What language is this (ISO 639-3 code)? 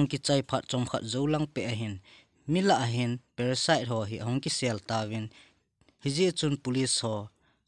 tcz